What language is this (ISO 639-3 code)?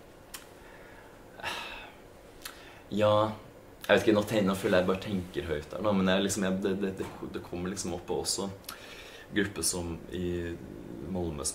nor